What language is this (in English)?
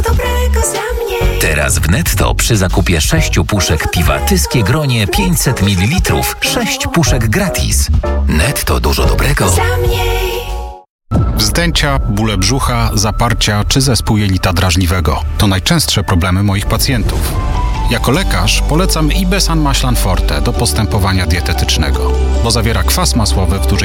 Polish